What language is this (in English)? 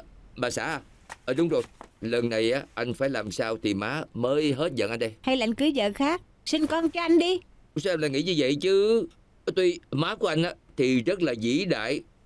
Vietnamese